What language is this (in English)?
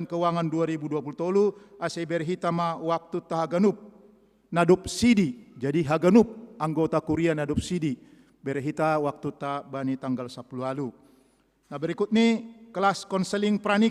Batak Simalungun